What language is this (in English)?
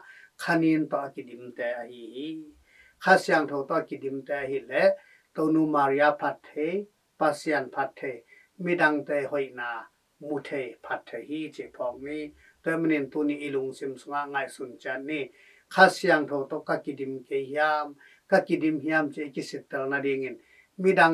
Tedim Chin